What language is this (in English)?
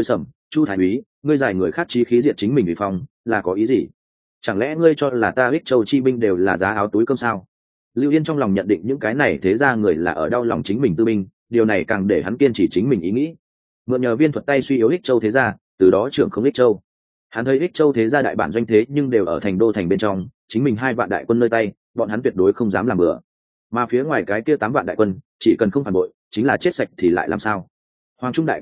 Vietnamese